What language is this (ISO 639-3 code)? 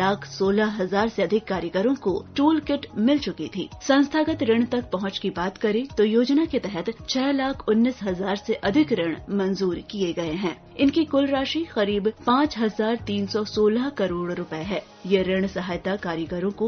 hin